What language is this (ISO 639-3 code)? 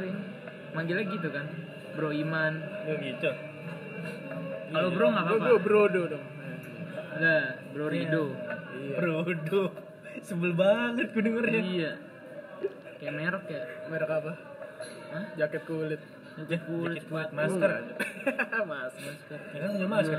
ind